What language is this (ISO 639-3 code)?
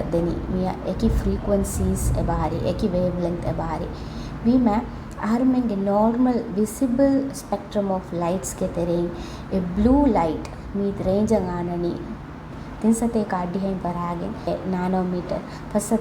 div